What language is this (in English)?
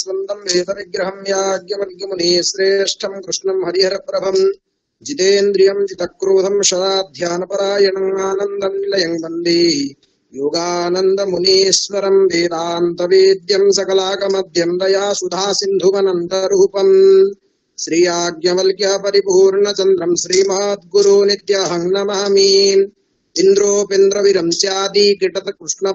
Sanskrit